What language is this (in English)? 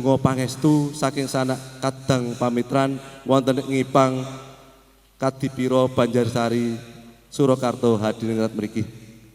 Javanese